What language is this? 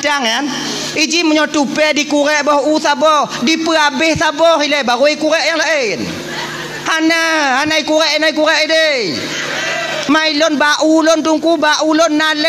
Achinese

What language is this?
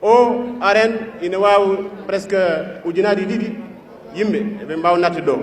Fula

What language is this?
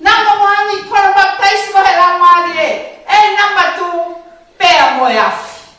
Tongan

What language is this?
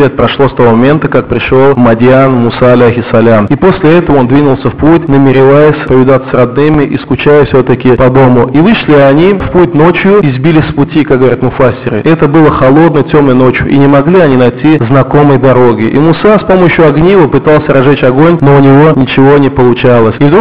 Russian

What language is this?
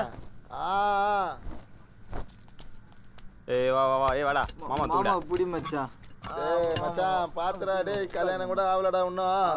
Tamil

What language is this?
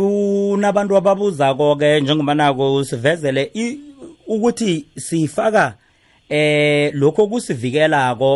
South Ndebele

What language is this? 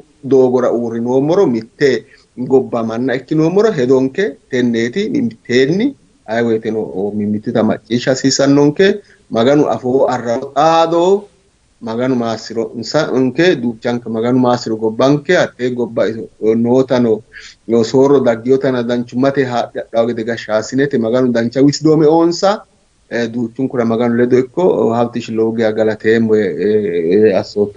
Sidamo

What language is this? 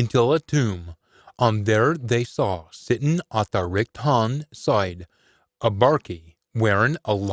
Scots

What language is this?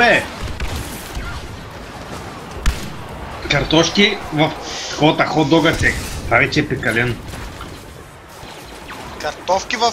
Bulgarian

